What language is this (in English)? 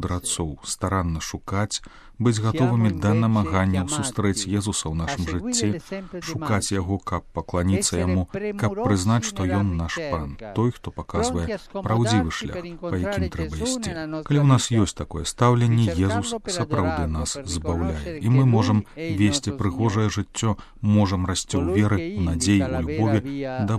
Belarusian